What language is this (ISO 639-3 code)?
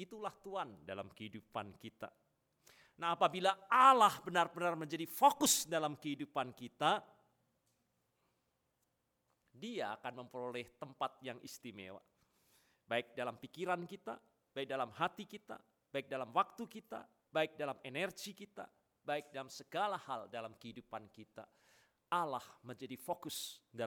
ind